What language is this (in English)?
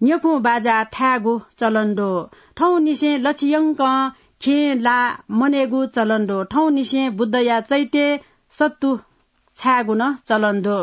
Newari